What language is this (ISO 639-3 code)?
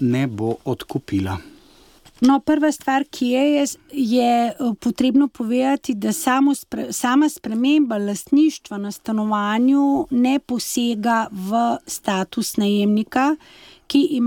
slv